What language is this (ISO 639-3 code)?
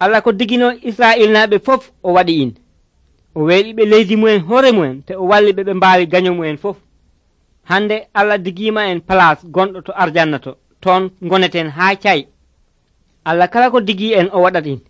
fuv